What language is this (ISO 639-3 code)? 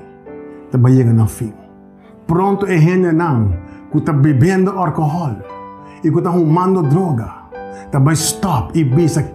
pap